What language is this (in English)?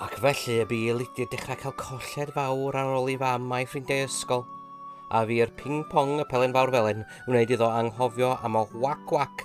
Welsh